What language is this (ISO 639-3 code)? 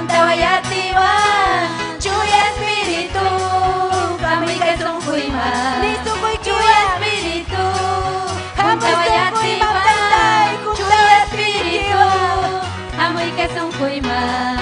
quy